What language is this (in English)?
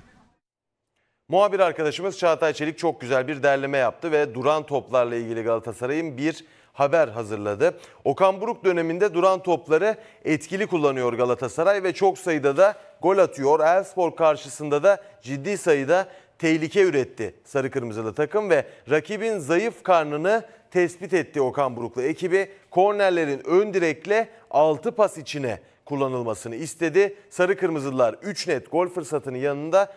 Turkish